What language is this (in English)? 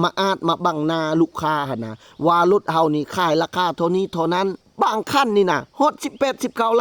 Lao